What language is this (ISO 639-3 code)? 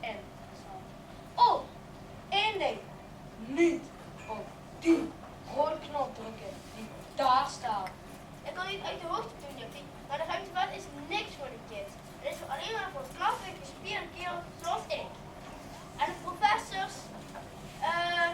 lim